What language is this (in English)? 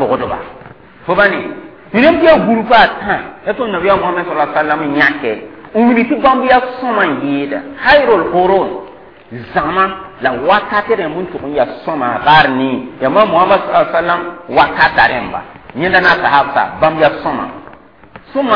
Mossi